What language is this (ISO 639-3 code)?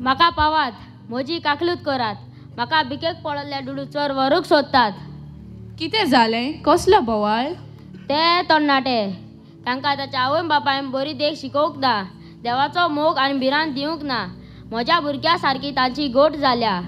kok